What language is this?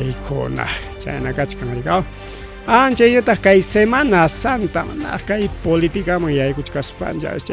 Ayacucho Quechua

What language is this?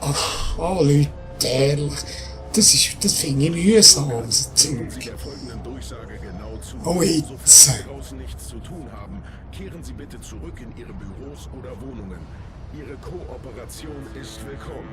Swiss German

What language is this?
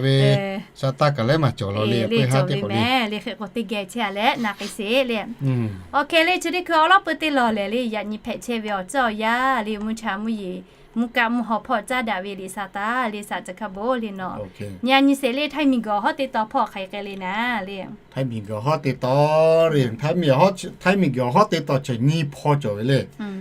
Lahu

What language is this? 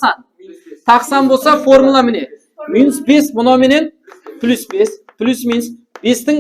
Kara-Kalpak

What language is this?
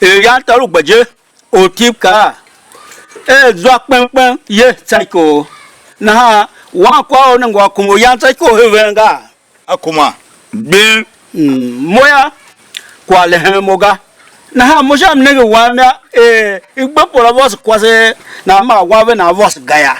Tiv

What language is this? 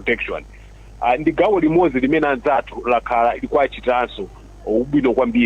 Nyanja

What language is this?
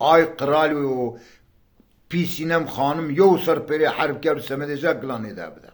Zaza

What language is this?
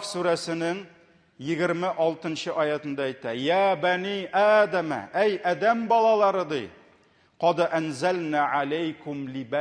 Tatar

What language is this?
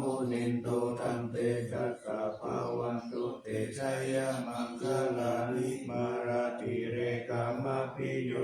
Pali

